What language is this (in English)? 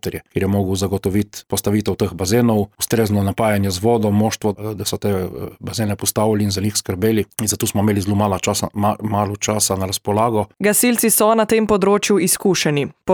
Slovenian